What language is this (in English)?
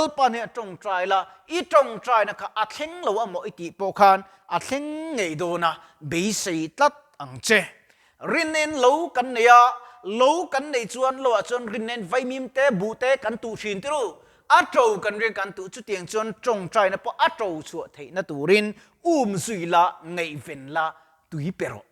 Mizo